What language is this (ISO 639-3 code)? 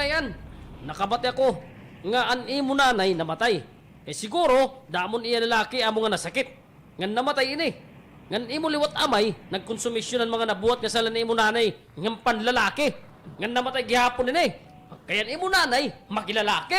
war